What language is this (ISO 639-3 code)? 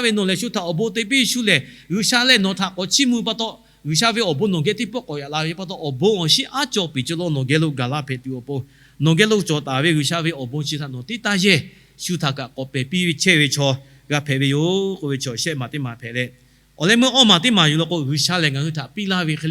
lhu